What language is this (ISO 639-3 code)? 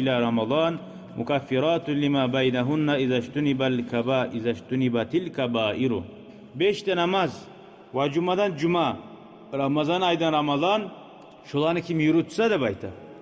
kum